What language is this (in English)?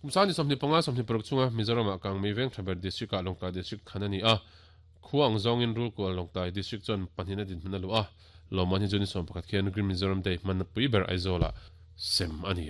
Mizo